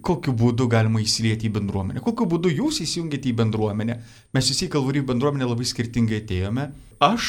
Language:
Lithuanian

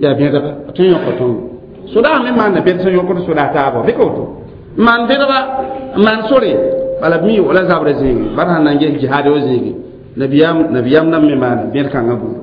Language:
Mossi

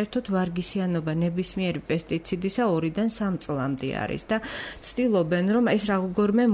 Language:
Georgian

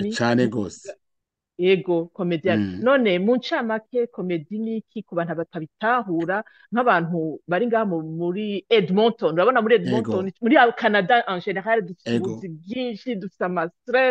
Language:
Rundi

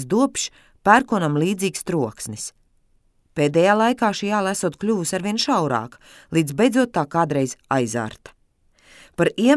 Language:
Latvian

